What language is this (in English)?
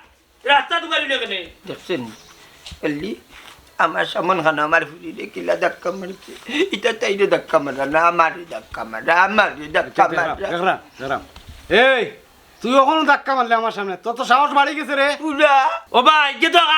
Sylheti